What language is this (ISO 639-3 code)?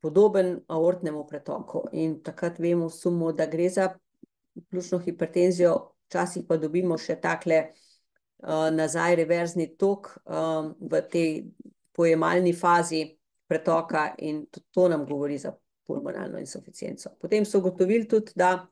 slv